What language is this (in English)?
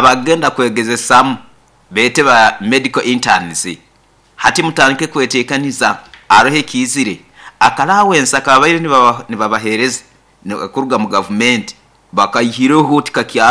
Nyoro